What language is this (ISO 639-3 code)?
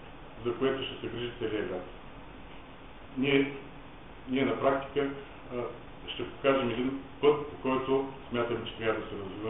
bul